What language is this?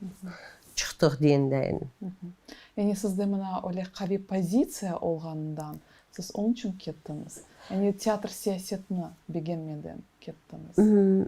Crimean Tatar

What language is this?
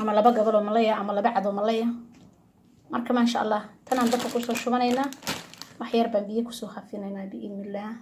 Somali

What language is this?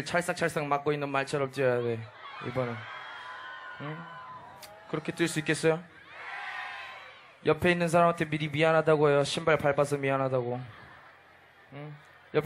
Korean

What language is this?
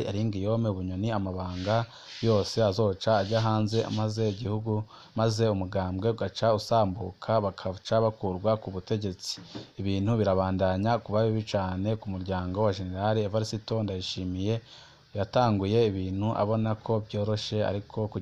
Rundi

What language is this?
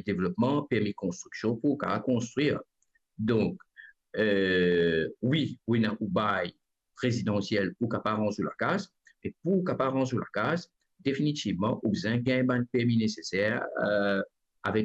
Morisyen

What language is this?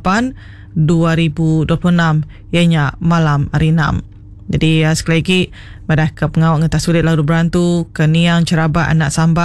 Iban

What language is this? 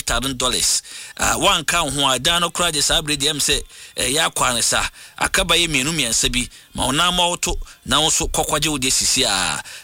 Akan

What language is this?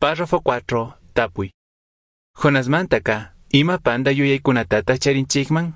Chimborazo Highland Quichua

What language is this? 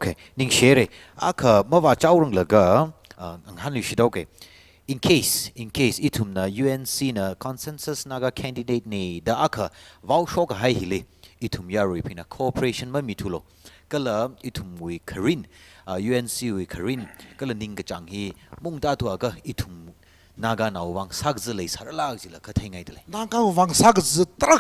Tangkhul Naga (India)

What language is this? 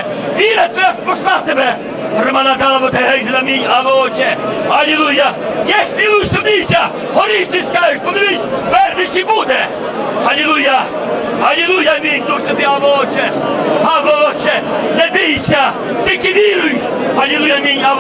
Ukrainian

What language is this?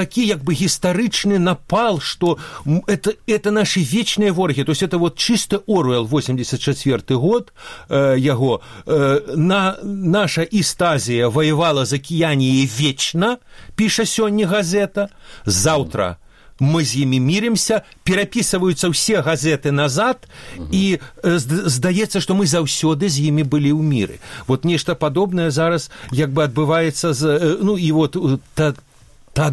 Belarusian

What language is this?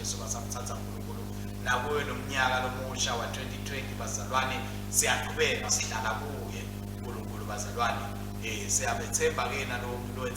Swati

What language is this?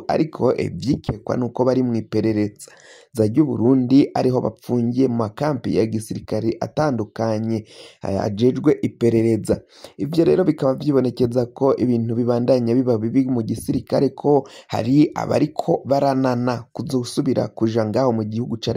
Rundi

